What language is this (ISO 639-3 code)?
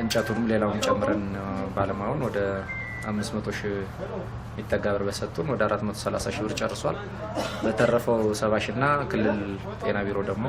amh